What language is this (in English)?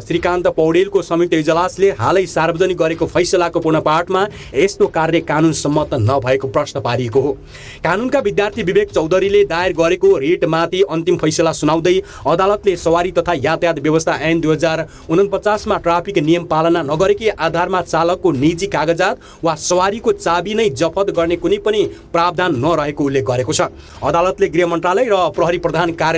Nepali